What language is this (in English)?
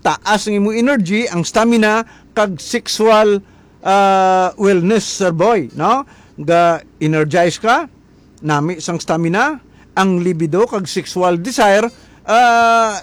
Hiligaynon